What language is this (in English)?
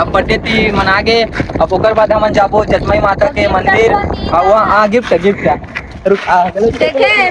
Chhattisgarhi